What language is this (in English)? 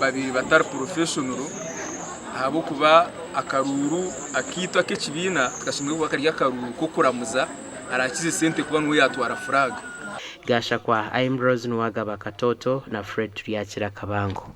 Nyankole